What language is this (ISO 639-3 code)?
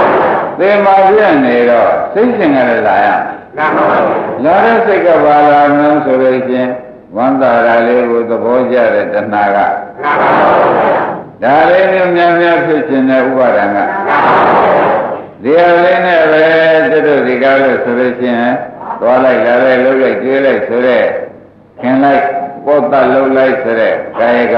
mya